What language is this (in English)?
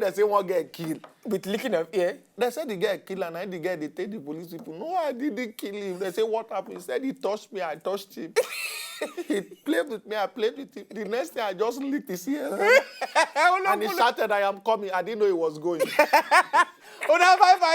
Nigerian Pidgin